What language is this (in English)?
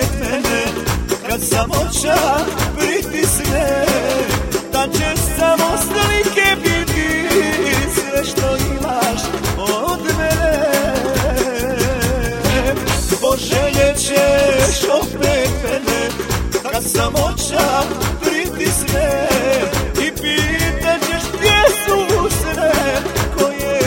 Croatian